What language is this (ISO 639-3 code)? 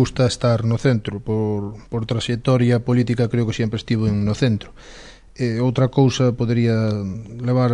glg